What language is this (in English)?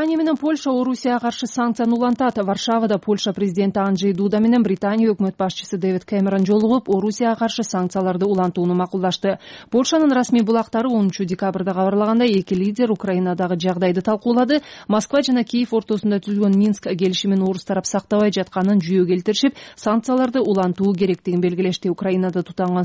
Kyrgyz